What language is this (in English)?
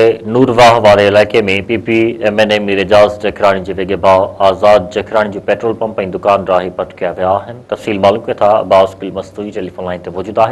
Sindhi